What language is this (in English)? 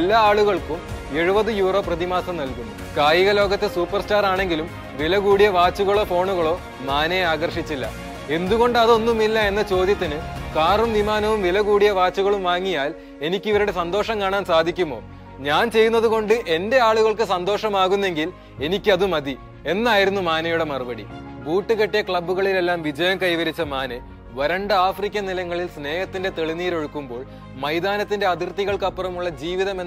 Malayalam